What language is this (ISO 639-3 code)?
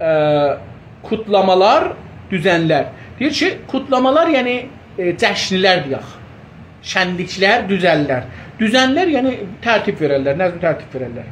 azb